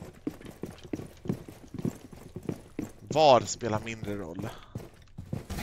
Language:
Swedish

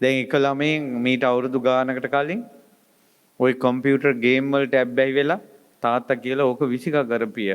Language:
Sinhala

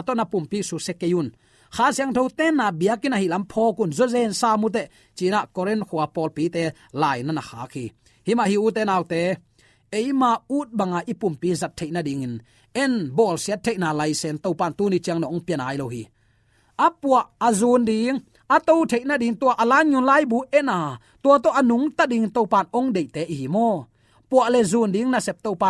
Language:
Tedim Chin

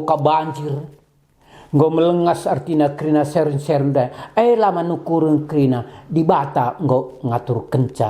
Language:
Batak Karo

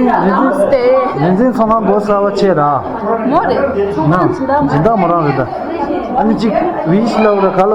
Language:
Tibetan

